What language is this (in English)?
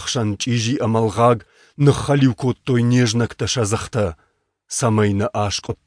Ossetic